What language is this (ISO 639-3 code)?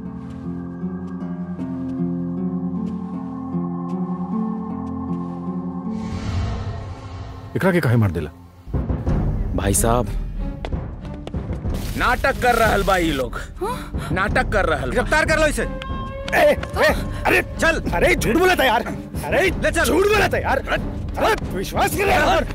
bho